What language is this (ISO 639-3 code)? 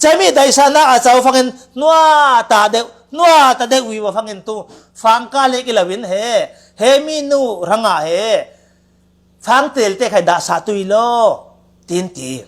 cfm